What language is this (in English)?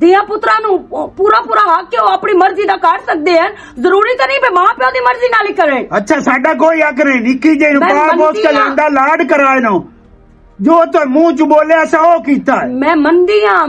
Western Panjabi